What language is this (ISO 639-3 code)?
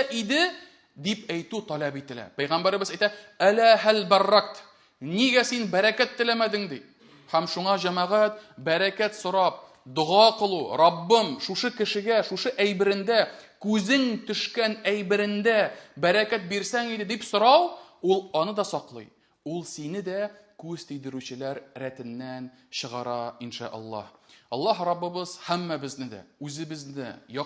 tat